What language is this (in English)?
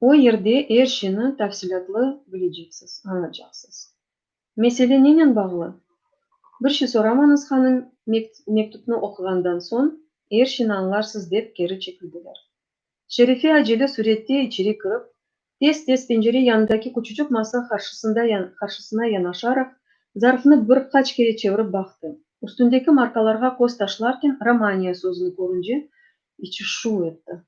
Crimean Tatar